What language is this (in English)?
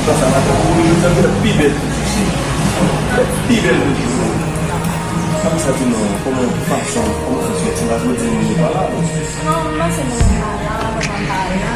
Haitian Creole